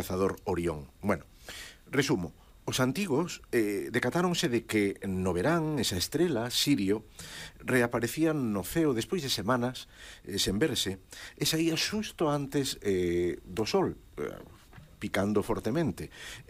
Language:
Galician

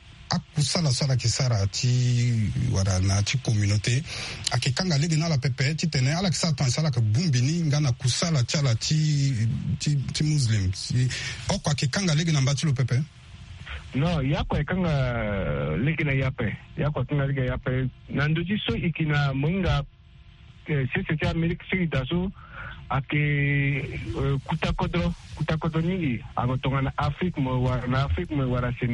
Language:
Sango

